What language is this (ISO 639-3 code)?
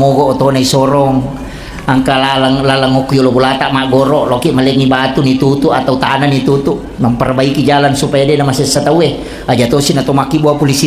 bug